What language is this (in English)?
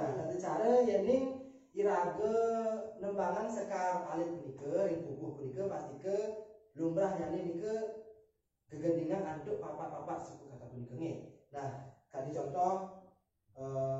Balinese